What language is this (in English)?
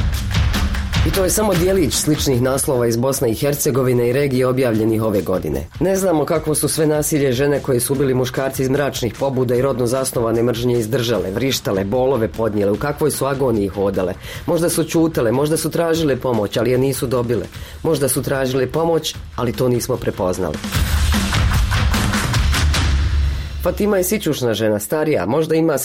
Bosnian